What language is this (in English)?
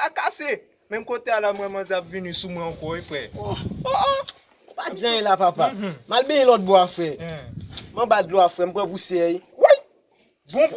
Haitian Creole